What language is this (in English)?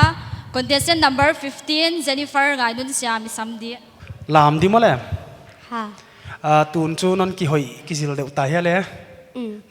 Paite Chin